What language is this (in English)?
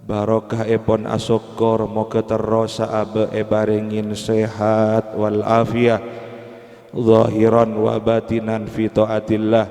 Madurese